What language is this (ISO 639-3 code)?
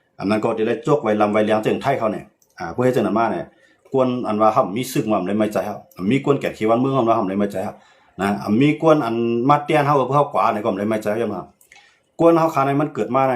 shn